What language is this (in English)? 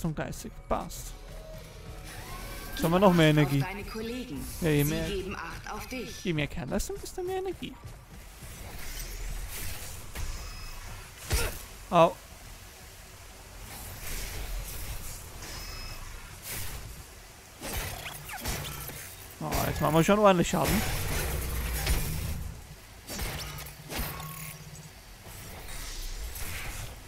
German